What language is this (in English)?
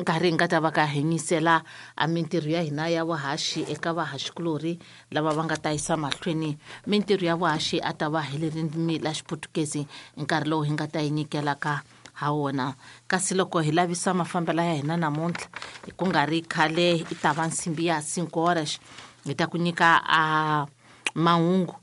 Tsonga